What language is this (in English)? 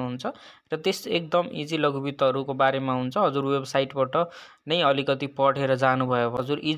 Nepali